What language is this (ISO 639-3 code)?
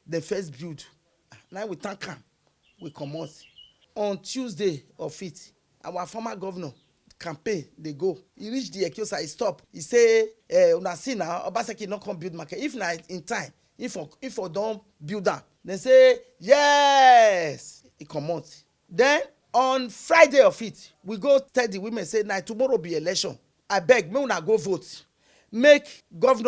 pcm